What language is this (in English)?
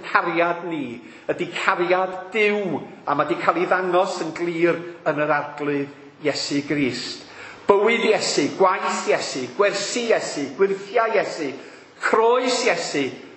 Welsh